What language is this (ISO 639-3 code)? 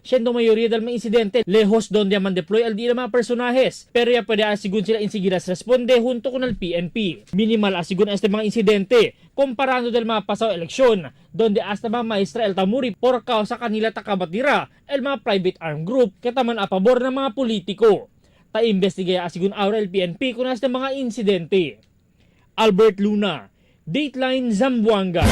cbk